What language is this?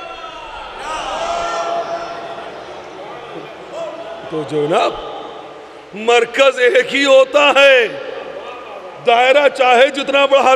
Urdu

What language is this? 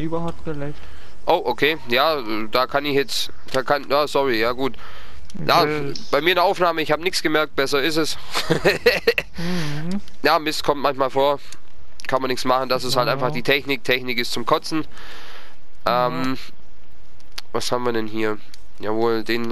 German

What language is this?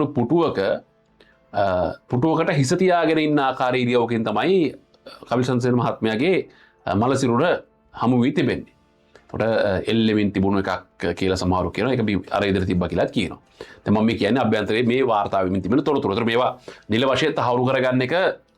Sinhala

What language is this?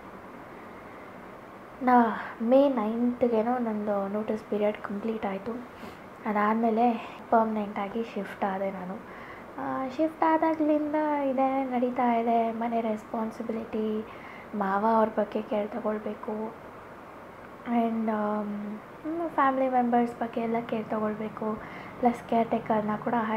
Kannada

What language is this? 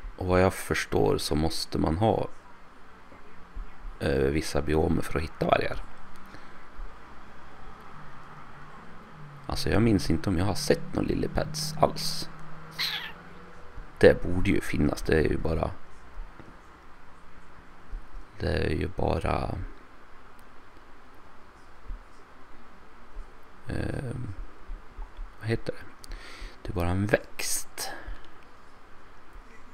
Swedish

